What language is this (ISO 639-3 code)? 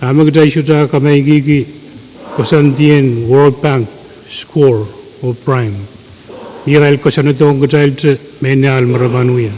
pon